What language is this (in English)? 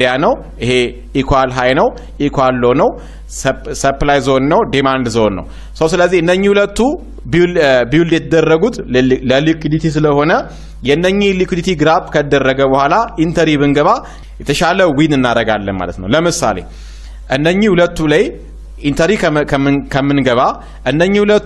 Amharic